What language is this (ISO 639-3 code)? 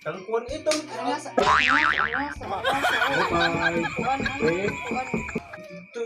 war